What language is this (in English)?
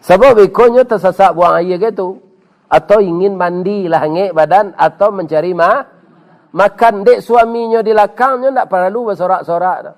Minangkabau